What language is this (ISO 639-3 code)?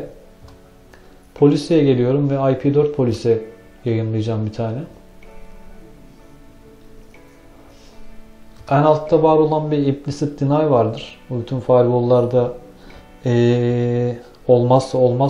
tur